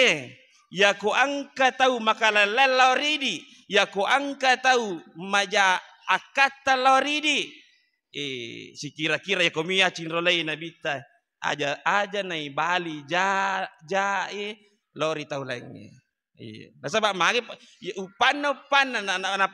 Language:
Buginese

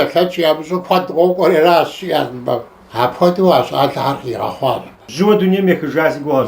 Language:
Kabardian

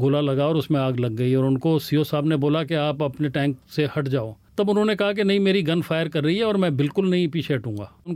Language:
Hindi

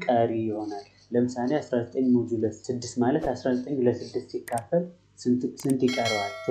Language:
Amharic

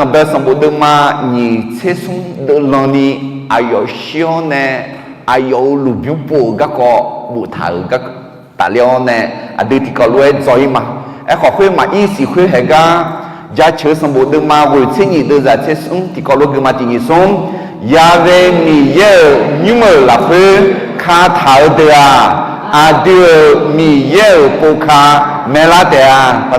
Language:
Akha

